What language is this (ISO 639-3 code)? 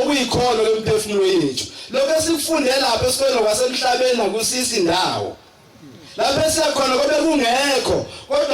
zul